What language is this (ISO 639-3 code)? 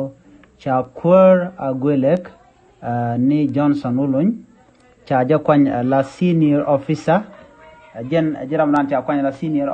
nus